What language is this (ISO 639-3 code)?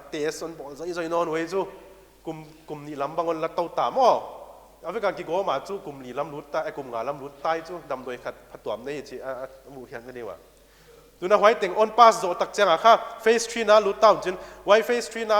pck